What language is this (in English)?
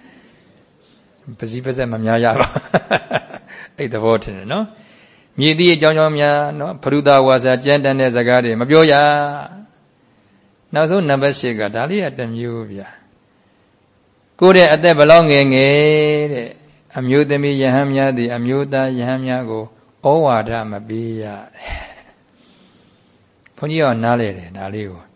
Burmese